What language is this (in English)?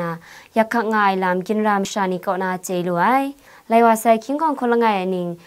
Kachin